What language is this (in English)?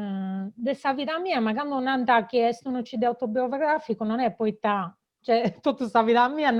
Sardinian